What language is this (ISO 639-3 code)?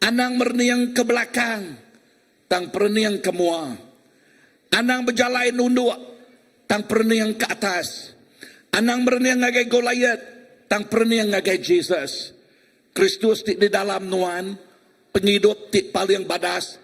iba